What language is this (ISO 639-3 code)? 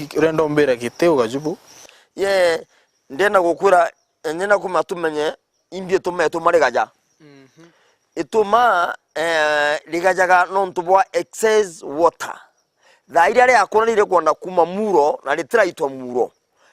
mer